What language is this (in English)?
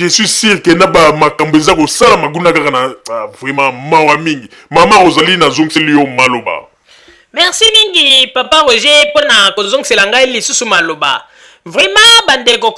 Lingala